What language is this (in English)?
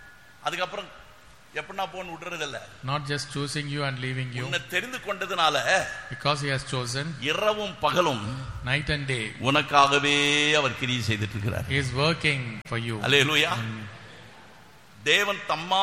Tamil